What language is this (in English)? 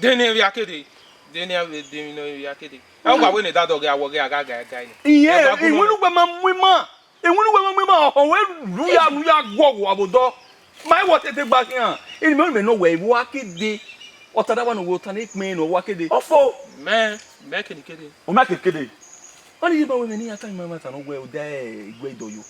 Bini